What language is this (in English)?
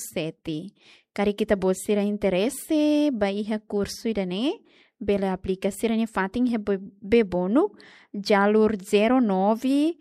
Tetum